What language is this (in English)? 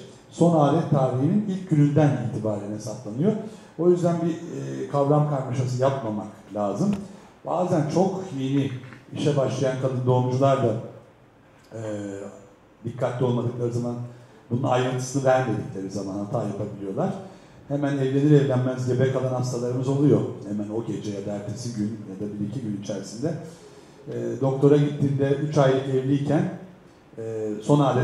Turkish